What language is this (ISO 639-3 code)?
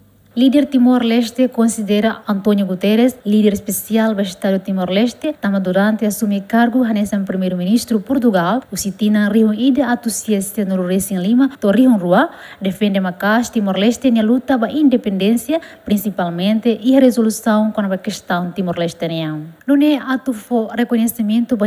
tet